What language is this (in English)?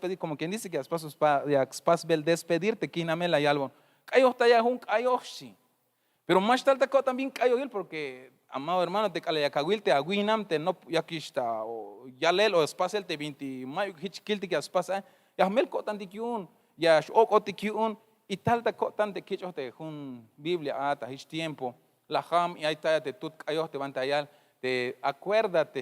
Tzeltal